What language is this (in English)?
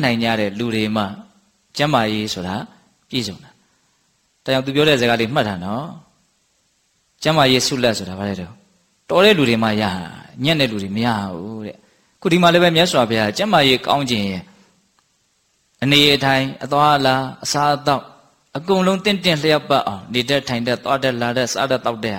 Burmese